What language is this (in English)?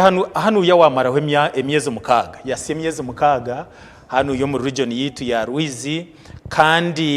Nyankole